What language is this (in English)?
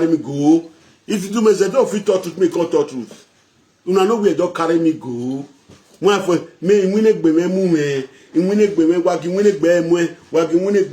Nigerian Pidgin